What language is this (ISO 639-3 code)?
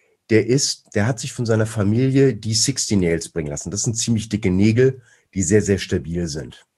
deu